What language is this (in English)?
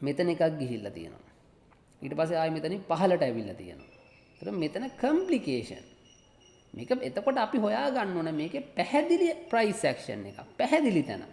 Sinhala